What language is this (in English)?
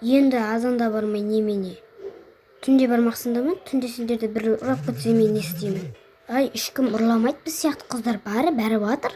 Kazakh